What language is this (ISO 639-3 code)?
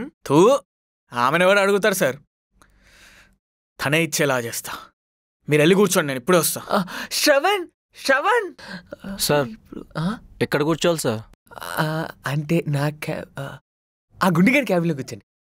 tel